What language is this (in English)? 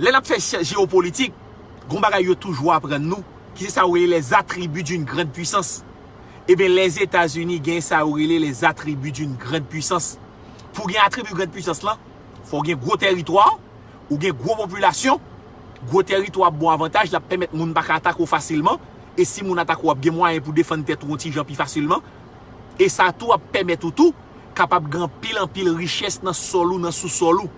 Haitian Creole